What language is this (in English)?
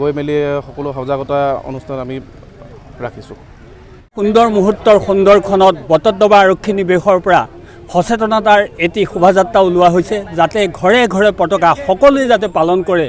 Assamese